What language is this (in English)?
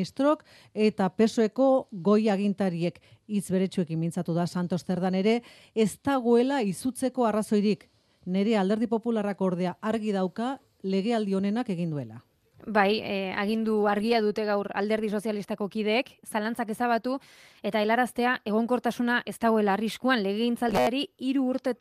Basque